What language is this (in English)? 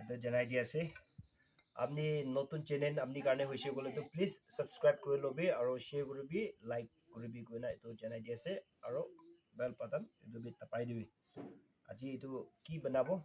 Naga Pidgin